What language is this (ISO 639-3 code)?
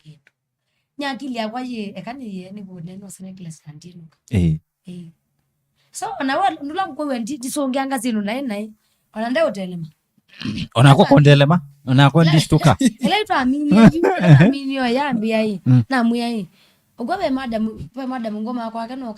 kam